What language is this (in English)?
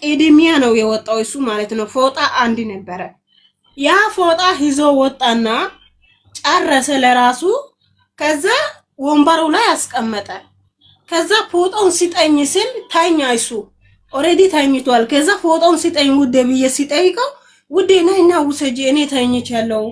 Amharic